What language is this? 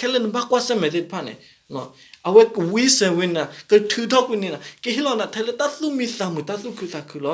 S'gaw Karen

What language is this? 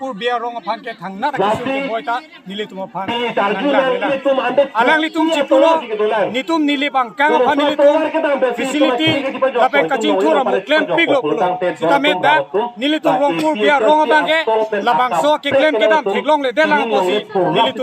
Karbi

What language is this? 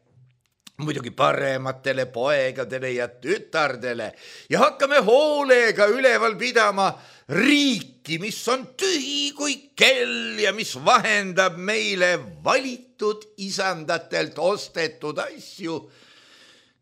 Estonian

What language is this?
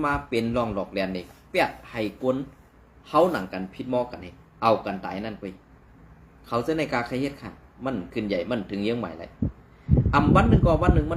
Shan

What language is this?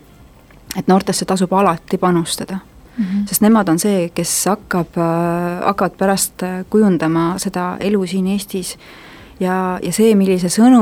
Estonian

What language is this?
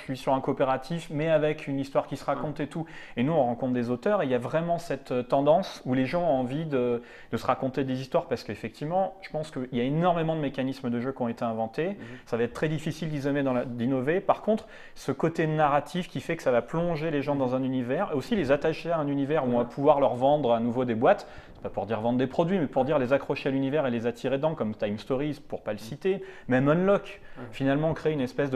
French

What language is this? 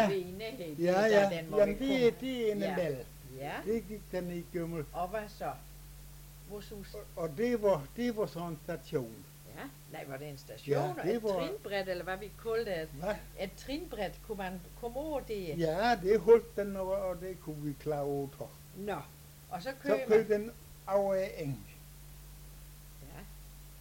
Danish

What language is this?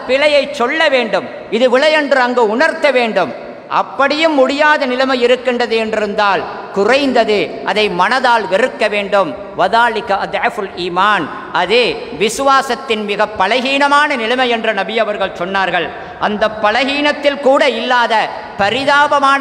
Tamil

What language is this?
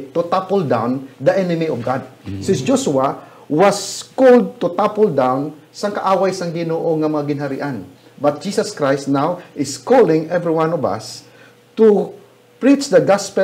Hiligaynon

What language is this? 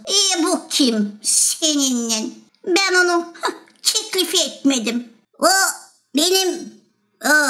Gagauz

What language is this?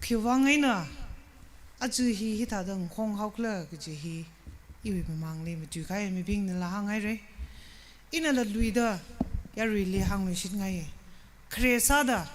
Tangkhul Naga (India)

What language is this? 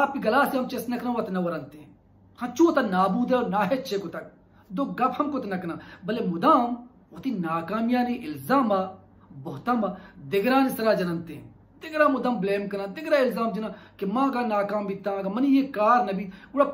Baluchi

